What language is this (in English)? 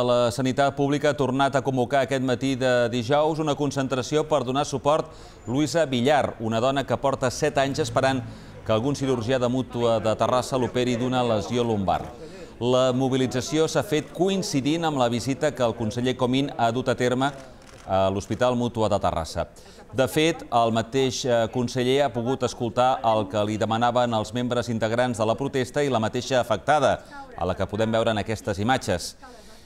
Catalan